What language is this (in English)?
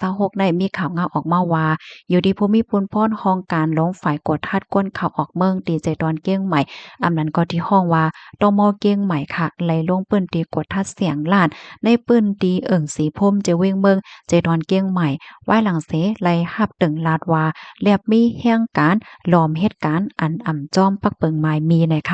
Shan